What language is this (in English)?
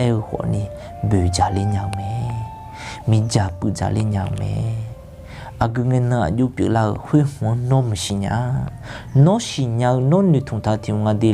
Akha